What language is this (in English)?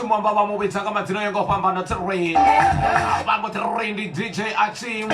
Venda